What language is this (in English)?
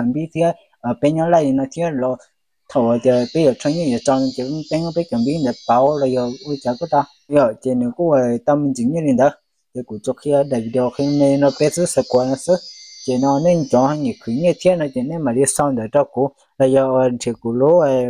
Hmong